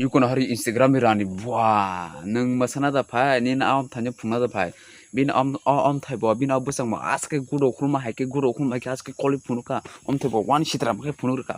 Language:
Kok Borok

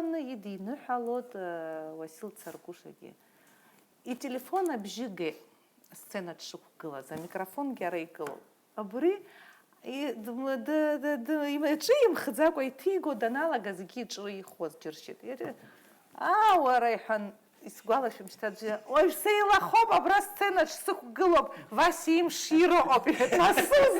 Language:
Abkhazian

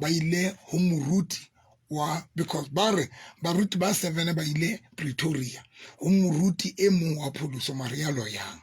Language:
Southern Sotho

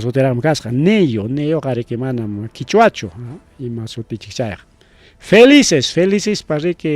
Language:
Ayacucho Quechua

